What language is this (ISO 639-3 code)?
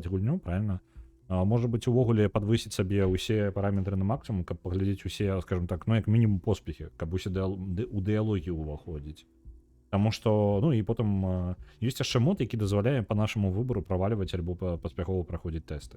bel